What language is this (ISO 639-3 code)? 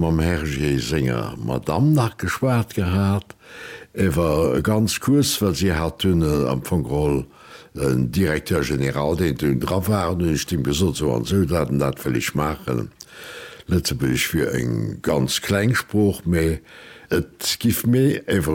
ltz